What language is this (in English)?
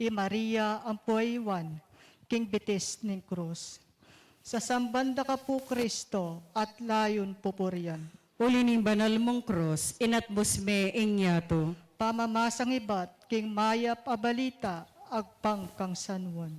Pampanga